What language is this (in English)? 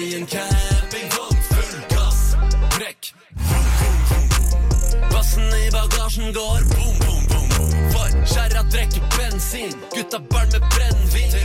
Norwegian